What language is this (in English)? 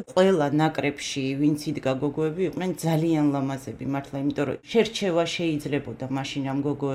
Georgian